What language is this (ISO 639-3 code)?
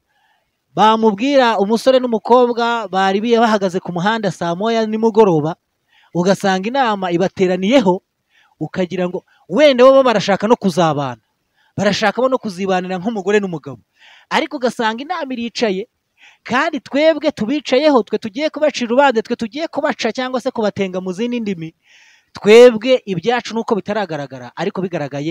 kin